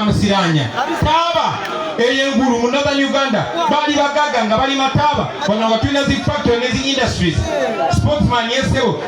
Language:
Ganda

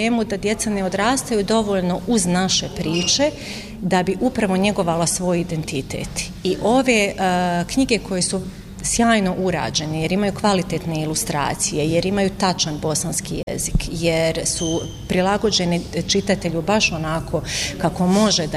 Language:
Bosnian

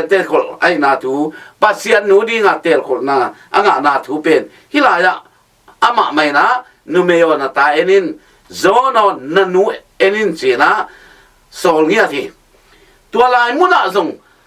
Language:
Tedim Chin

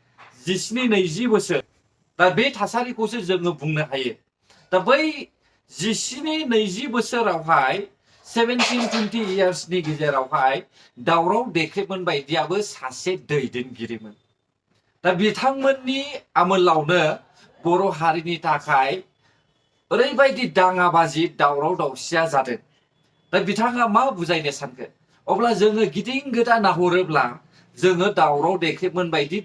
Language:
Bodo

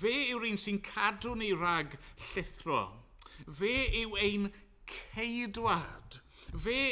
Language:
Welsh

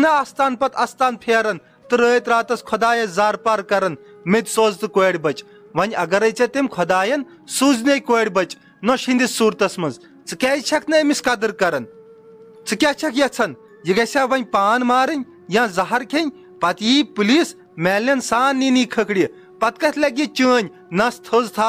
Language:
Kashmiri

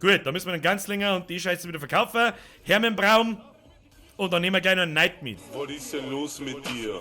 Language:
Bavarian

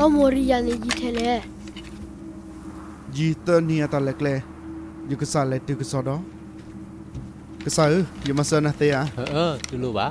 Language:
S'gaw Karen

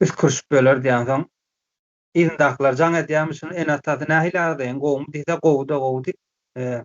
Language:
Turkmen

